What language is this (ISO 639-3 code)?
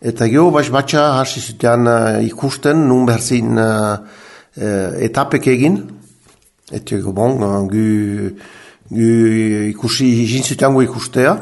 eus